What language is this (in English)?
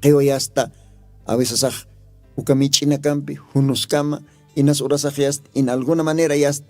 Aymara